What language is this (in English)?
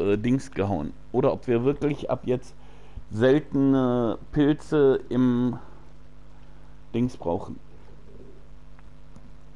German